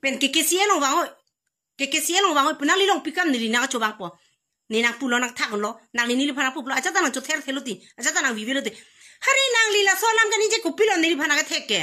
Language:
Karbi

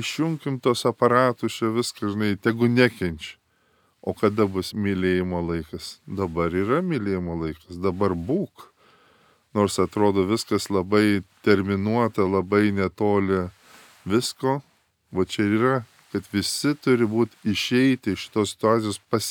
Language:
Lithuanian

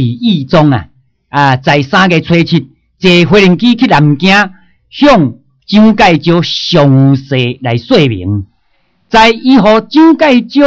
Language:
Min Nan Chinese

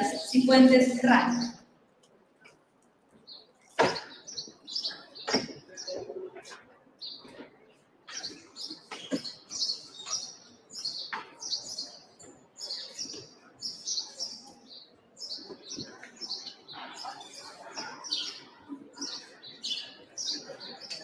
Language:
Spanish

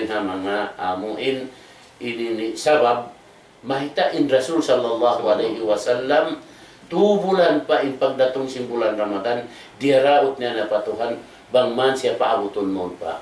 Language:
Tausug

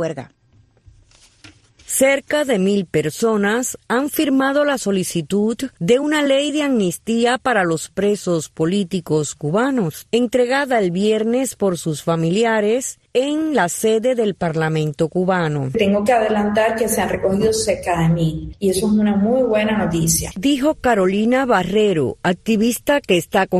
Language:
Spanish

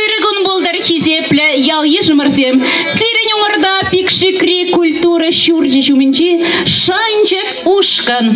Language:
Chuvash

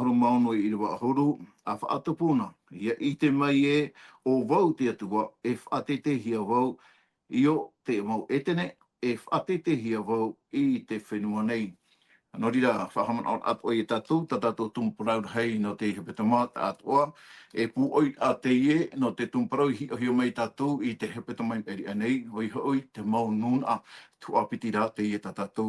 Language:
Tahitian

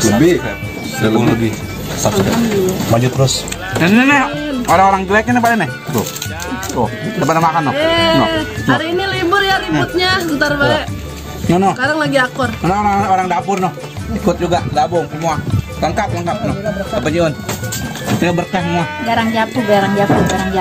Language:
Betawi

